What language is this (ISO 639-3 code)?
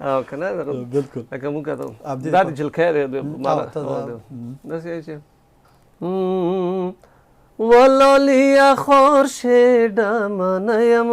pus